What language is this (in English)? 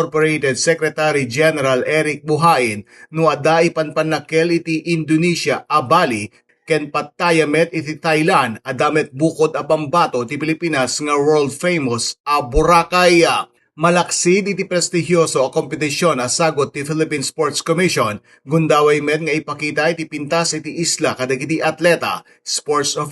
Iloko